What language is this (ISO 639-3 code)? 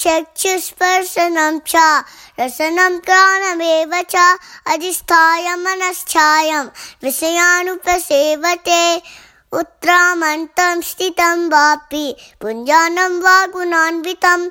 san